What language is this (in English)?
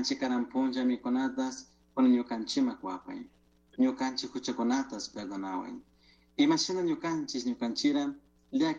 Chimborazo Highland Quichua